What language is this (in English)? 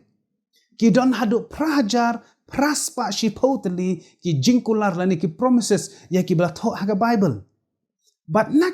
Khasi